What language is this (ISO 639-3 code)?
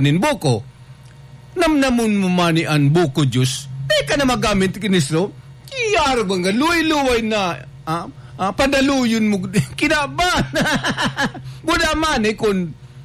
bik